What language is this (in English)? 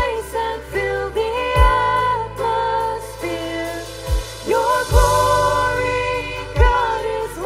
Plautdietsch